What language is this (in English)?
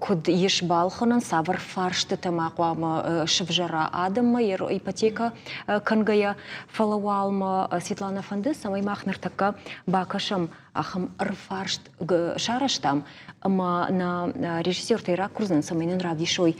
Ossetic